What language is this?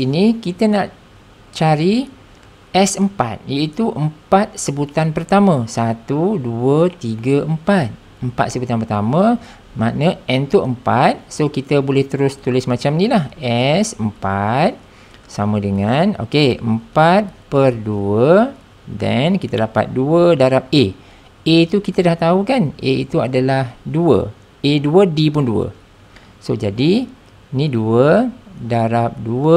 Malay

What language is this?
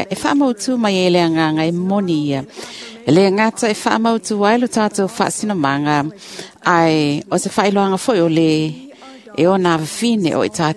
Samoan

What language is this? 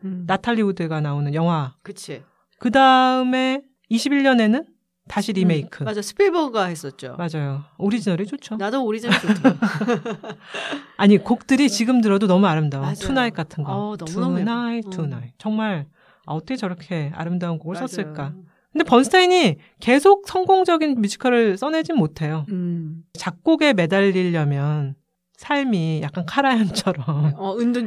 Korean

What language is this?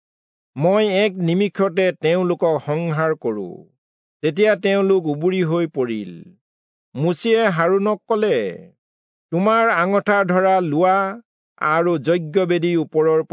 Assamese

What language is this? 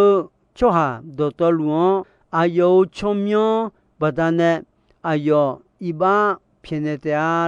Akha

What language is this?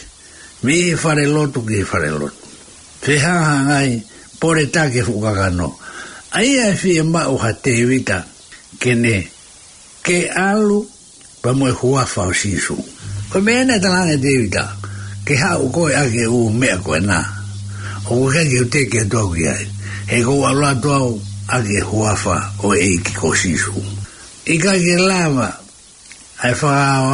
Tongan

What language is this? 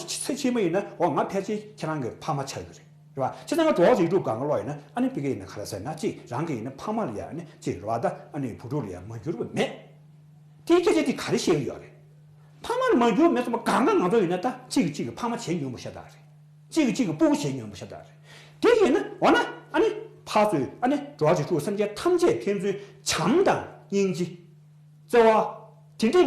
Tibetan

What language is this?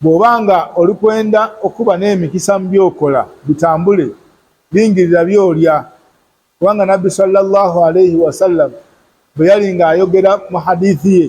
Ganda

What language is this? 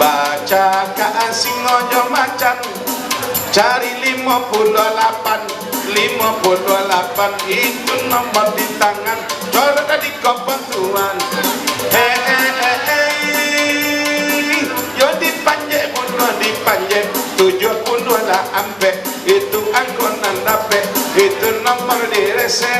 Minangkabau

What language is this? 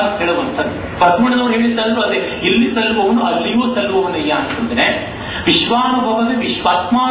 Kannada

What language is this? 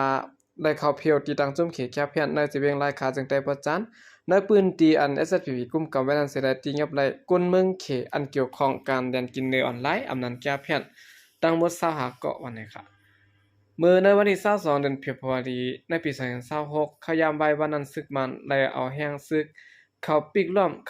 Shan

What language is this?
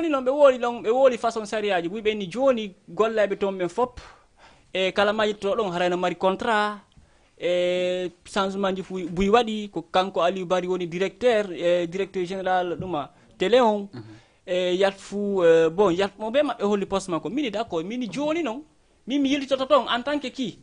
Fula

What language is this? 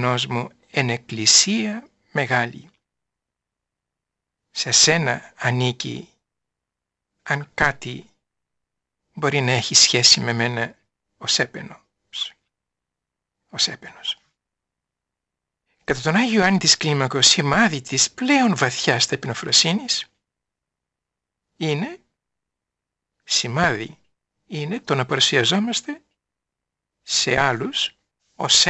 Greek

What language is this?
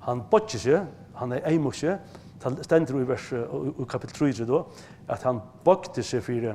Faroese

